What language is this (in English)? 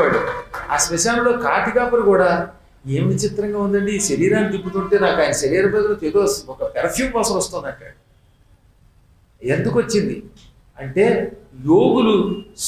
Telugu